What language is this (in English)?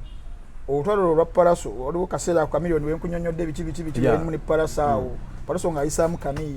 Ganda